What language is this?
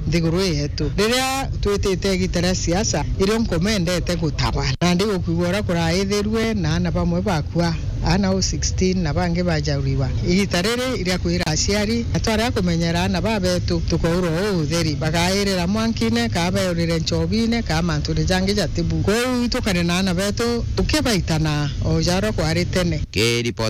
Meru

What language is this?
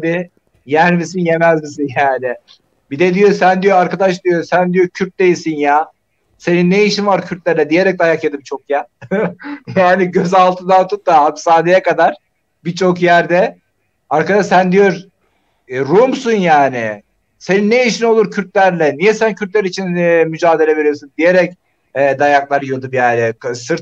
Turkish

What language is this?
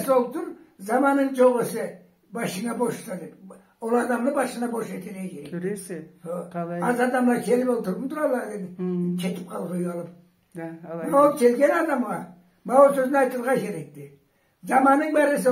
Karachay-Balkar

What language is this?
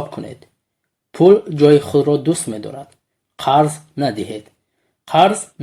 Tajik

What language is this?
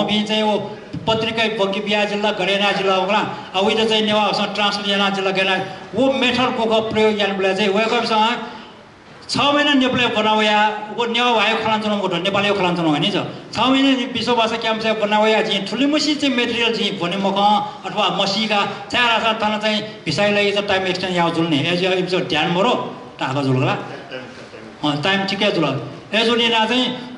Newari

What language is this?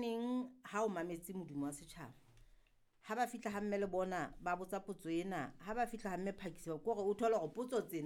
Southern Sotho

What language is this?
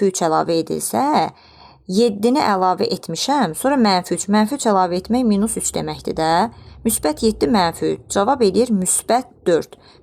Azerbaijani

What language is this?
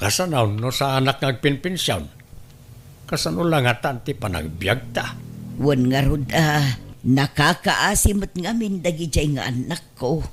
Iloko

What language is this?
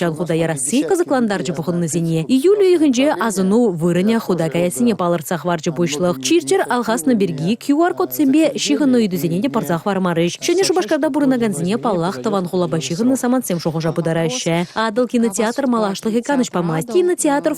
Chuvash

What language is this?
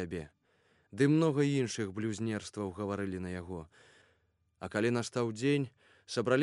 Belarusian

